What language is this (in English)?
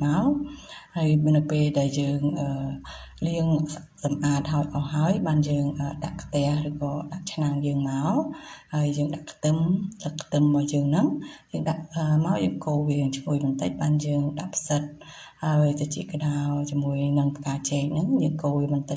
Khmer